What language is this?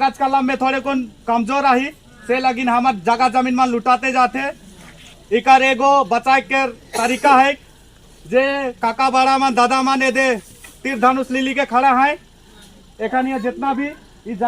Sadri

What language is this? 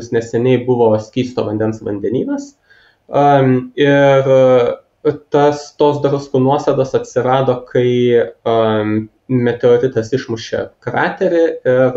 Lithuanian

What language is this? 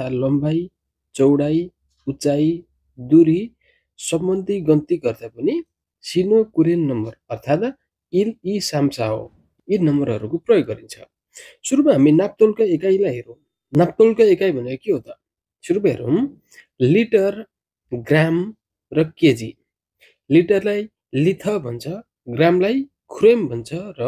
Nepali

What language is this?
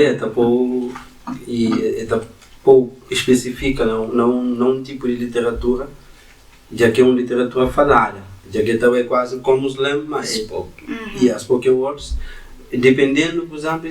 Kabuverdianu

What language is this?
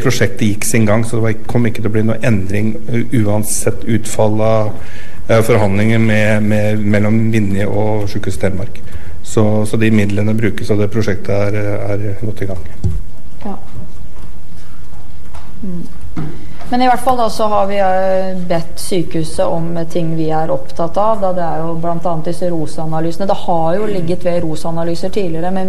Norwegian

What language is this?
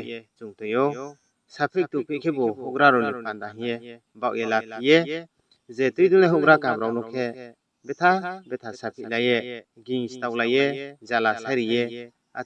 Riang (India)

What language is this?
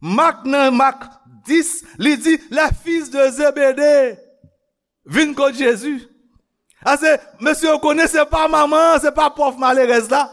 Haitian Creole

